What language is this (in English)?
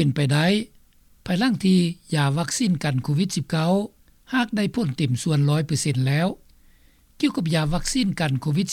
Lao